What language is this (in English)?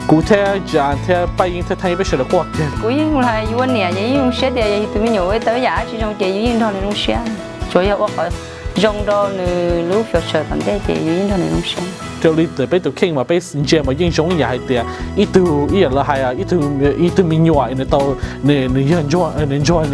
Hmong